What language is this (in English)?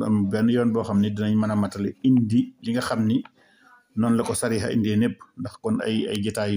Wolof